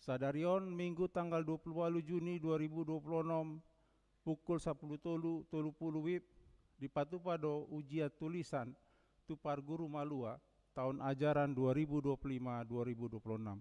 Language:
Batak Toba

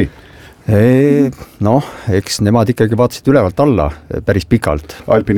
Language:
Estonian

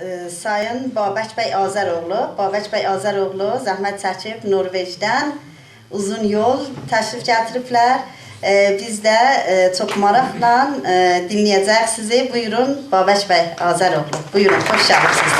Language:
South Azerbaijani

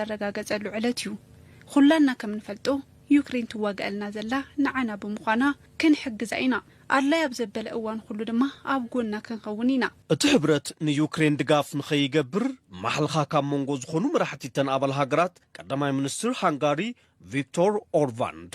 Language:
Tigrinya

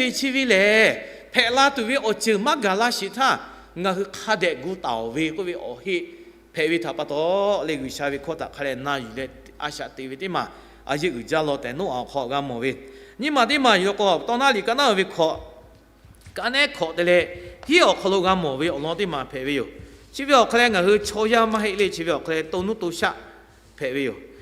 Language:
Lahu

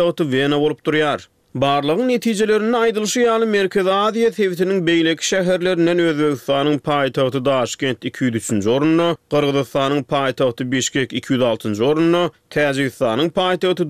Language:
Turkmen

